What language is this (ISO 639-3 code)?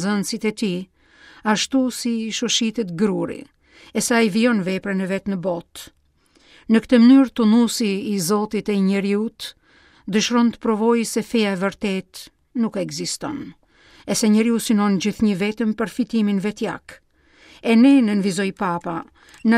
sqi